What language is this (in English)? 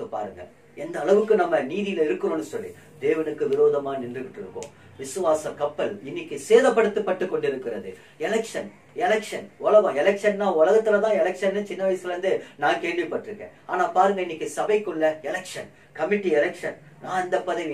Tamil